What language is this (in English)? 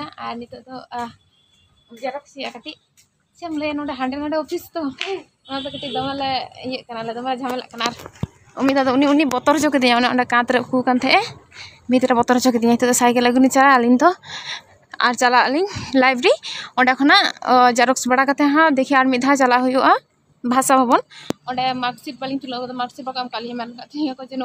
Santali